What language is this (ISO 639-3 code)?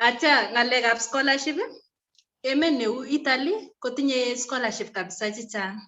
kln